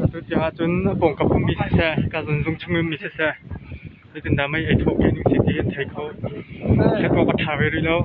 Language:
Hakha Chin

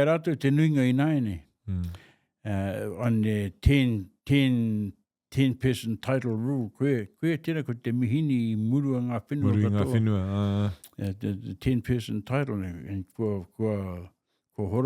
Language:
Māori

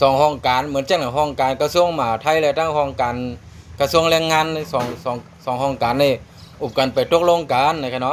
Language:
Shan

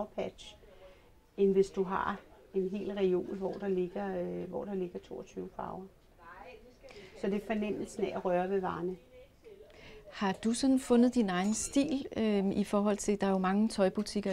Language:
Danish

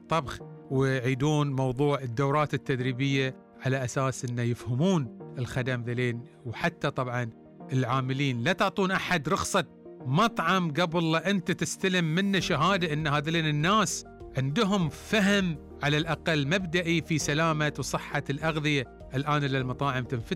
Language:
Gulf Arabic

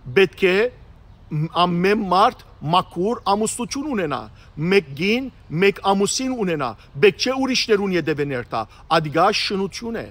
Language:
Western Armenian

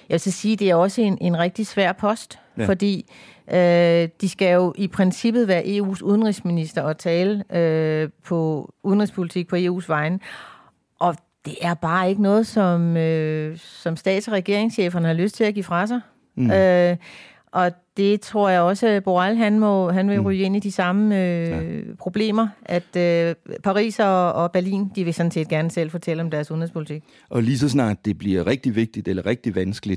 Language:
Danish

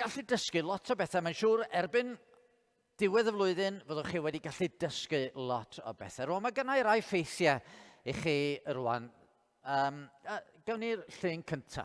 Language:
Welsh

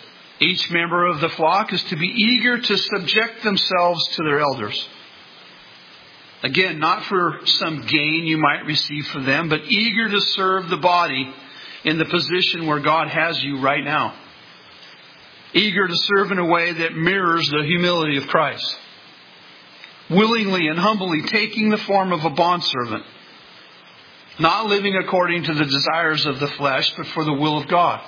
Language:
English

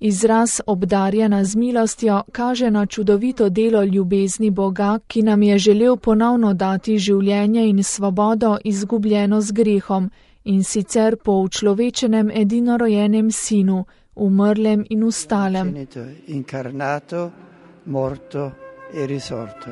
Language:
Slovenian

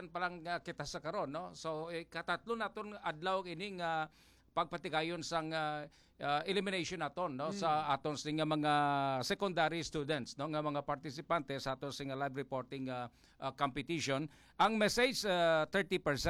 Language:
Hiligaynon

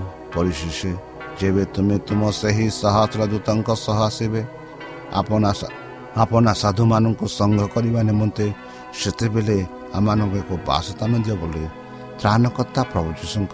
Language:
Odia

